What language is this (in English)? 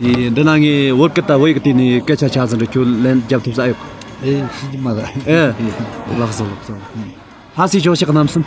Tibetan